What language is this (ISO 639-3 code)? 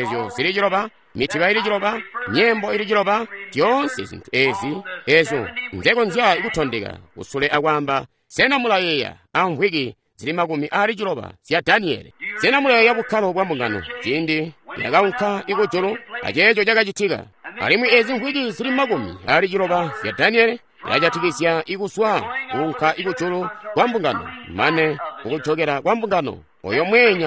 toi